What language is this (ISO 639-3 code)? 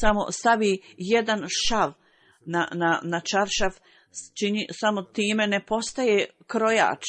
bos